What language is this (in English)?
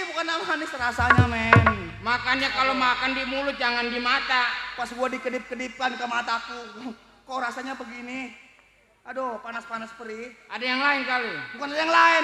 Betawi